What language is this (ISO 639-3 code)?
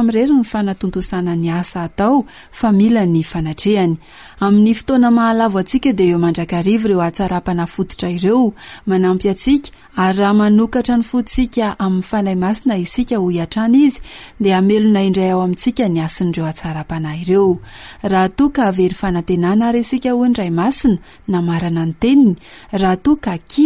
mlg